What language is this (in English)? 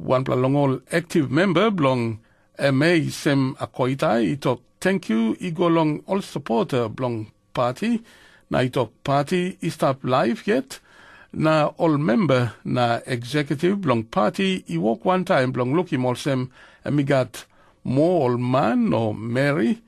Tok Pisin